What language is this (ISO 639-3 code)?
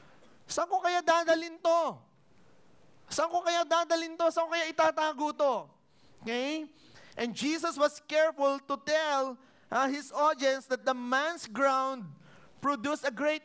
fil